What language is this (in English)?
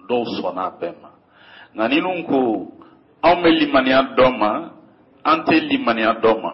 Bambara